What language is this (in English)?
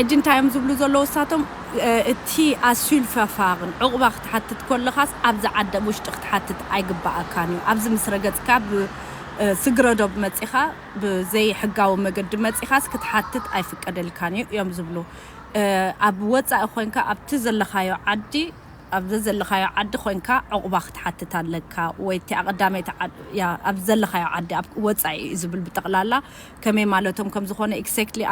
Tigrinya